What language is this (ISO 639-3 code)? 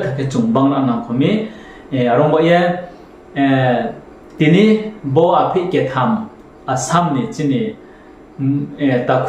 ria